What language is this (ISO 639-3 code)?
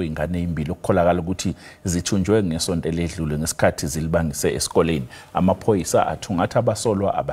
zul